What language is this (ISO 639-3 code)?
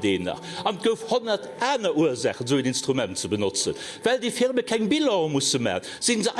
ltz